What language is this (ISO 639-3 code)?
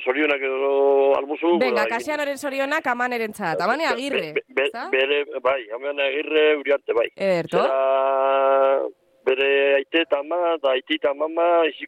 eus